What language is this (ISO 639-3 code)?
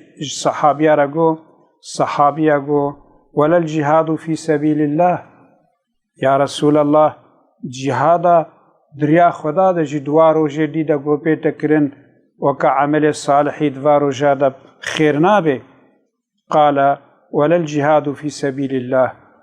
kur